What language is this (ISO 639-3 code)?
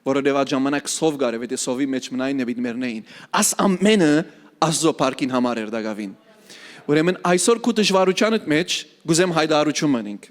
hyw